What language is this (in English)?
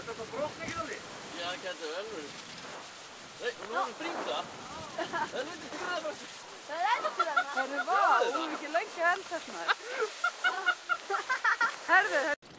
Icelandic